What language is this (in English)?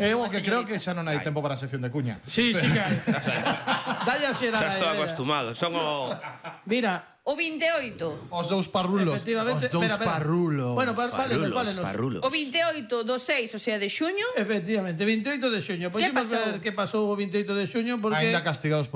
Galician